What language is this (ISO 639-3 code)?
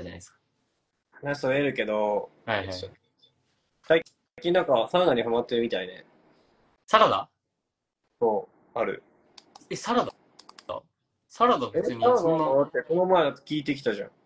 jpn